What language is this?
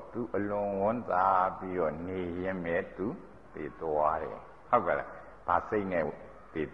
Burmese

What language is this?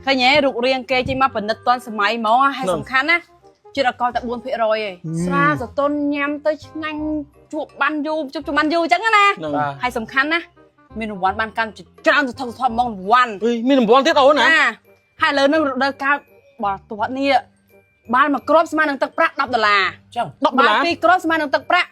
Khmer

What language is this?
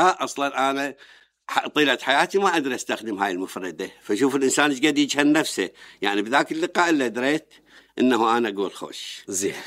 Mesopotamian Arabic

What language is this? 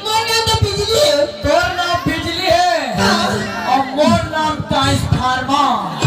Chhattisgarhi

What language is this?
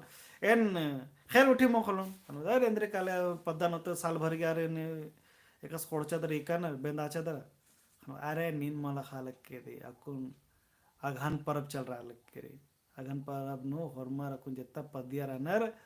Kurukh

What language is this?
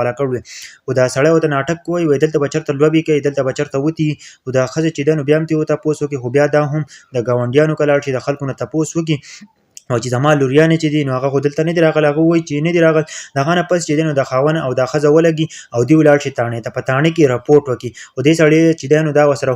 Pashto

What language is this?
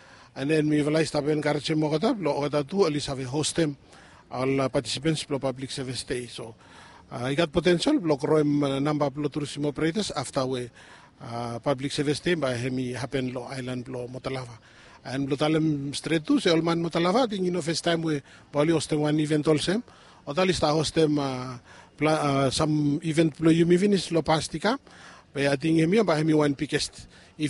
Bislama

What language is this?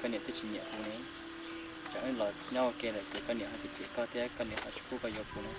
Hmong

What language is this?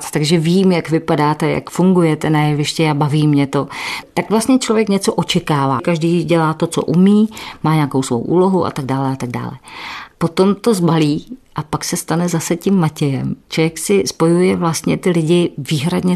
Czech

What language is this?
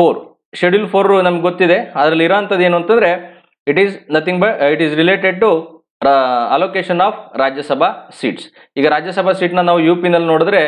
Kannada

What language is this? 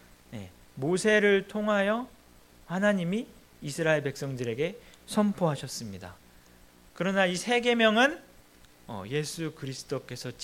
Korean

